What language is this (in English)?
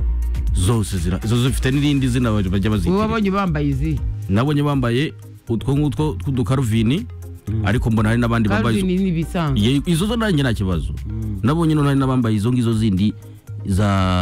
Kinyarwanda